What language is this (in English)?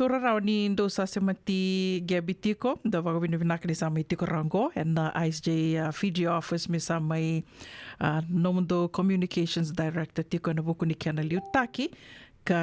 Fijian